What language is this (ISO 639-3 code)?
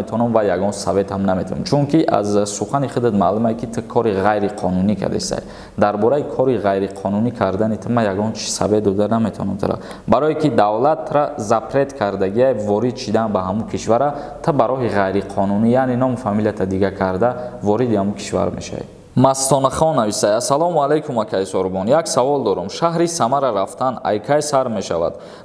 tgk